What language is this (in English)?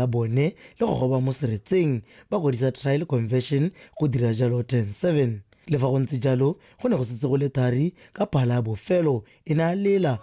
Tswana